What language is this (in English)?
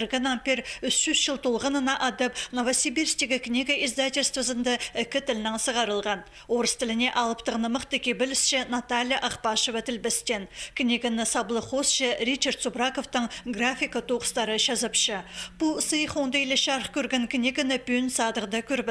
Khakas